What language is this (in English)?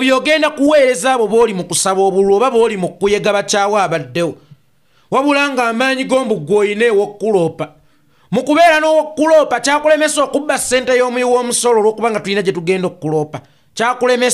Ganda